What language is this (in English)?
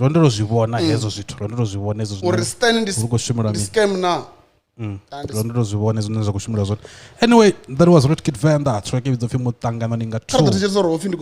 Venda